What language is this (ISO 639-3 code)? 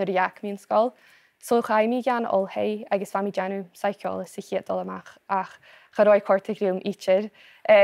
gla